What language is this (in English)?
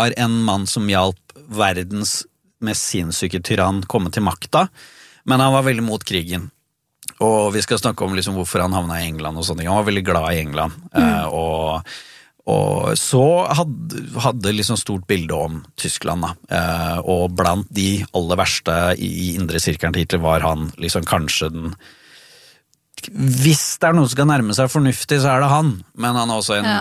Norwegian